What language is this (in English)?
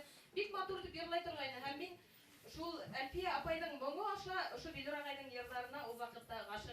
Bashkir